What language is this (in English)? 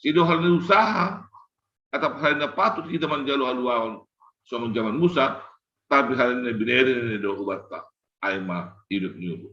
Batak Simalungun